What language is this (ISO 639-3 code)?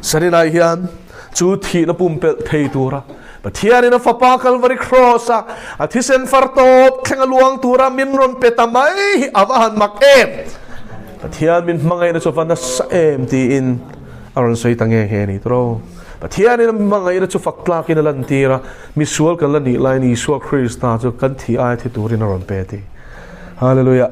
lus